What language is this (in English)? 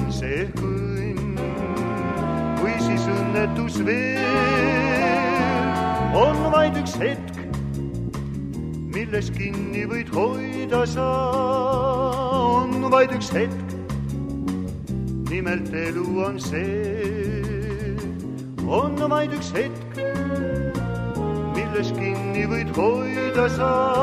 Estonian